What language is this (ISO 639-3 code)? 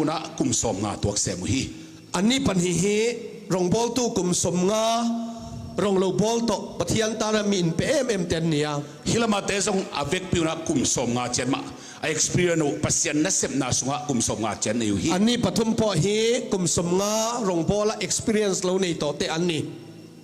ctd